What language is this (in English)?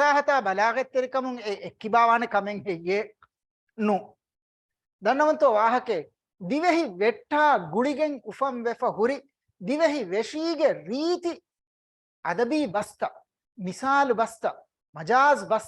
Divehi